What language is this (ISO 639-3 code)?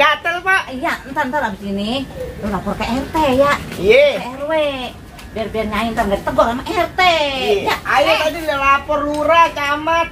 bew